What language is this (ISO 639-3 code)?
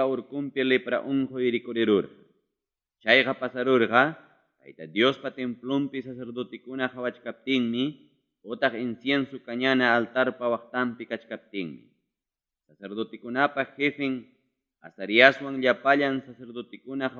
quy